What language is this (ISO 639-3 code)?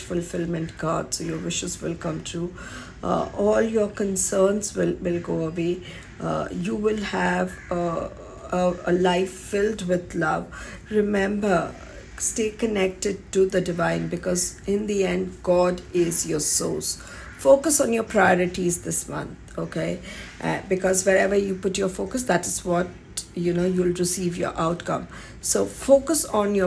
eng